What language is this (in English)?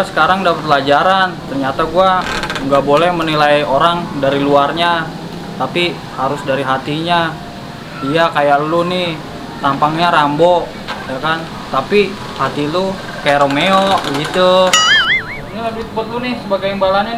Betawi